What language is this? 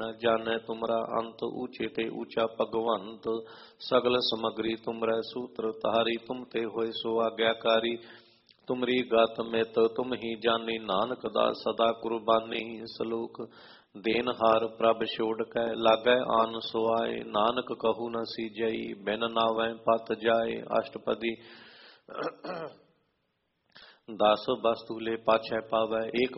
Punjabi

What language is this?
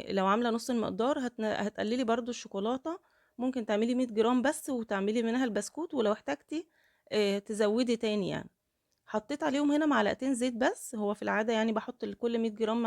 Egyptian Arabic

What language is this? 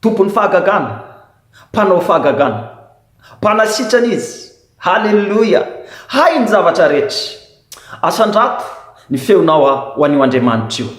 Malagasy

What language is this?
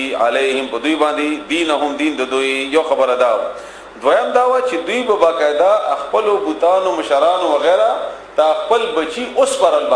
Pashto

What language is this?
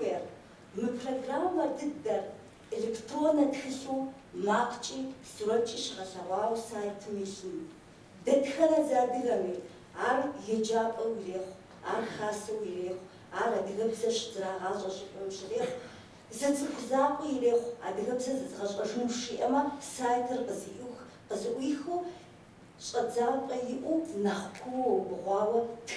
Kabardian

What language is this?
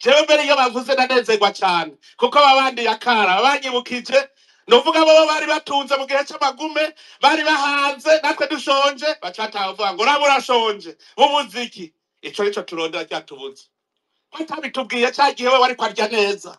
Rundi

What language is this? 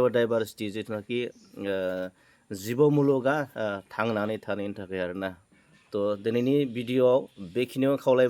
Bodo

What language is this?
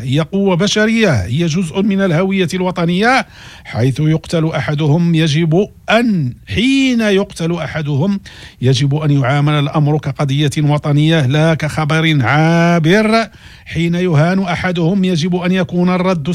Moroccan Arabic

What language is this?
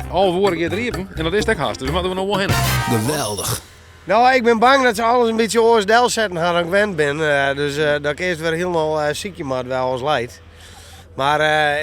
Western Frisian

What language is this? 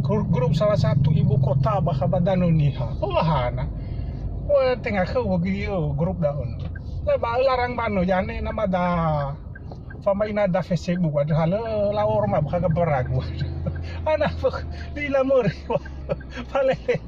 Nias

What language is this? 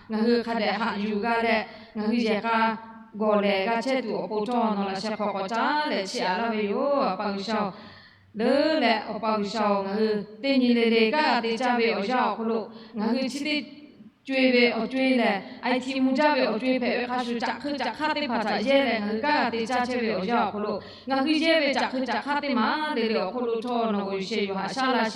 Lahu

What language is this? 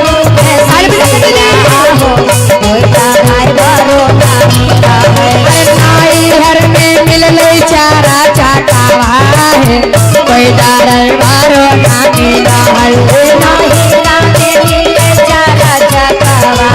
Magahi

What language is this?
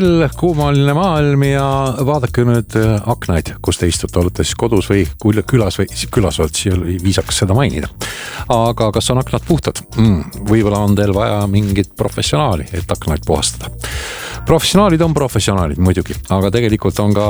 Estonian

